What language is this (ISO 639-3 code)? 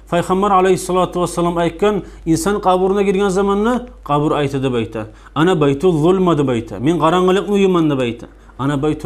kum